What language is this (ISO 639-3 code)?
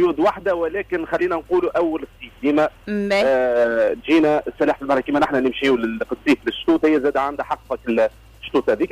aeb